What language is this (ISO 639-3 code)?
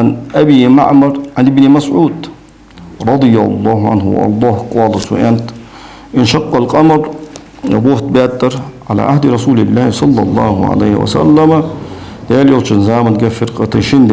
inh